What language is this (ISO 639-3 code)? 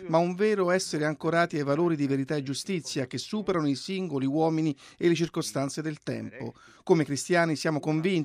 ita